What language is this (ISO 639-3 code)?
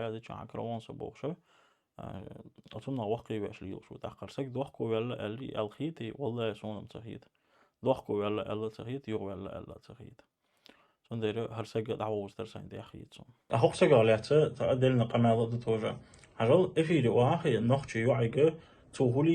che